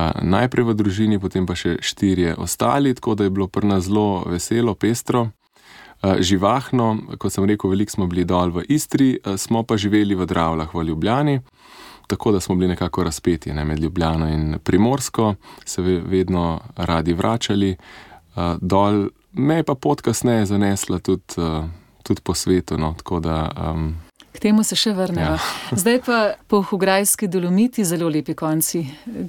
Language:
Slovenian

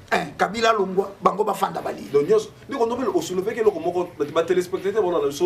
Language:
Lingala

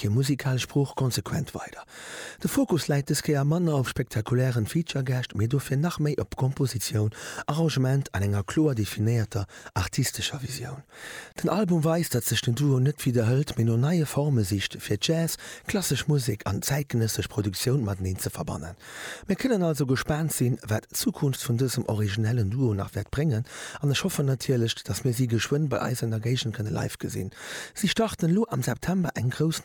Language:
Luxembourgish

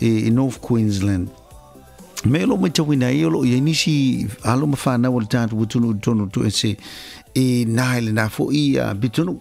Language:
Samoan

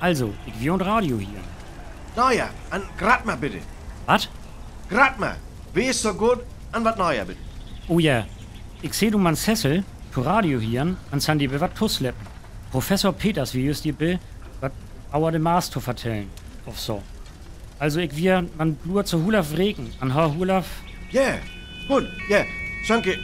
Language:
Northern Frisian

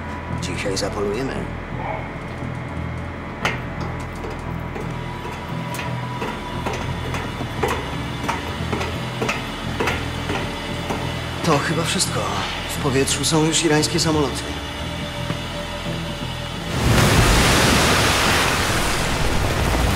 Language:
Polish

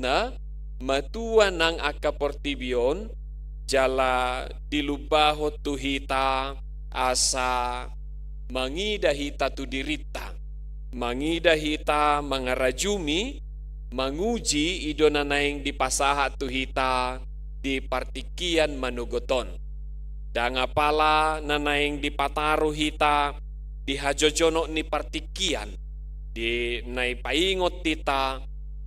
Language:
Batak Toba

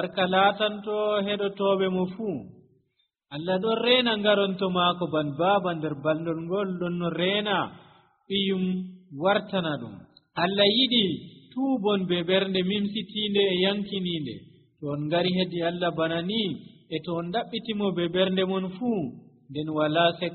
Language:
Nigerian Fulfulde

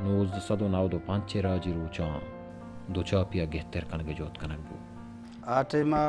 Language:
Baluchi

